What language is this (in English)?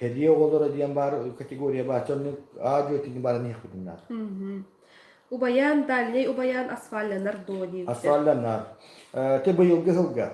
Yakut